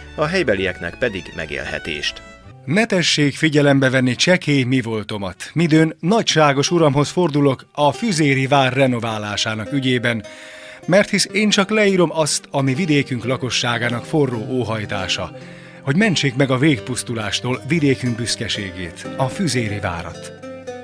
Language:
Hungarian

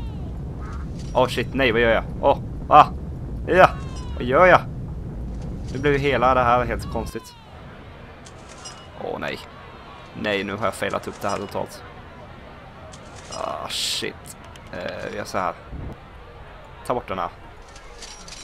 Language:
Swedish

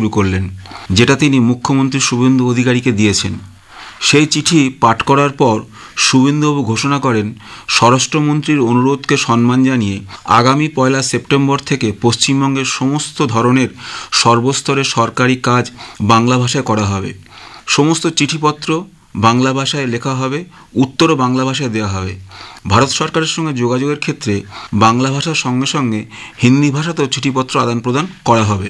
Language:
Bangla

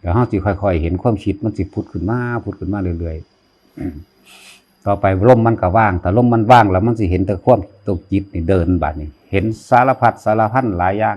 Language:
Northeastern Thai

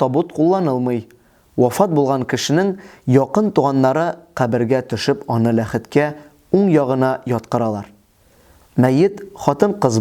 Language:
Tatar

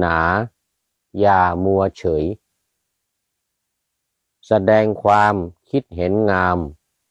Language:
Thai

